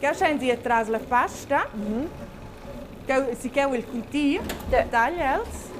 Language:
Romansh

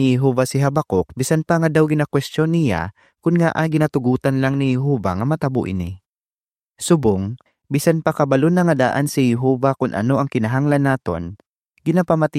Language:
Hiligaynon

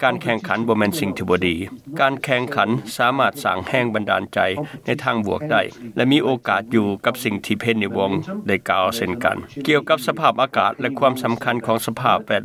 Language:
Lao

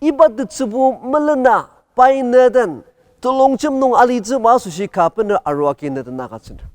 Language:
Ao Naga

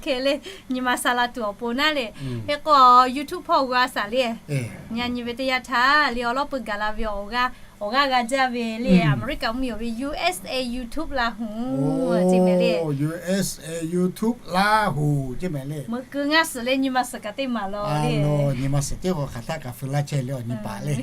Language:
Lahu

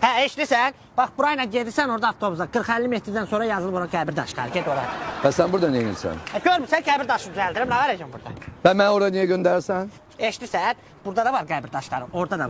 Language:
Azerbaijani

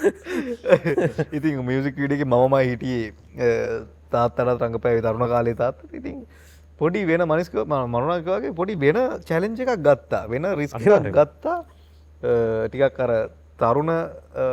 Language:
Sinhala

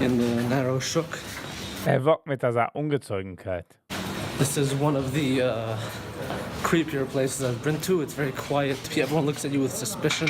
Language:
Yiddish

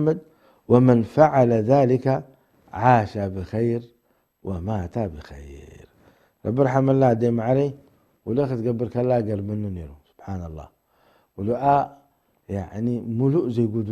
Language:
Tigrinya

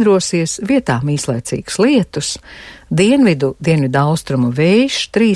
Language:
Latvian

